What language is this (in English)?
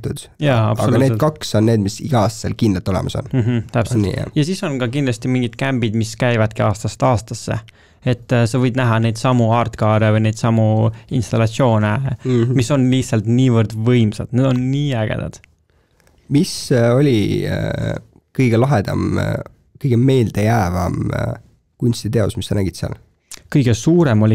Estonian